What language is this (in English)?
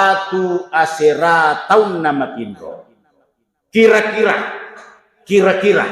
Buginese